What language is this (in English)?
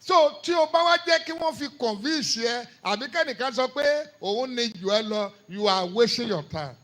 Yoruba